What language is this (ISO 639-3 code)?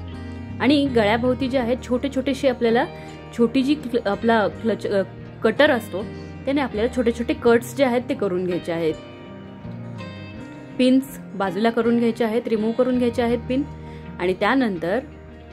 mar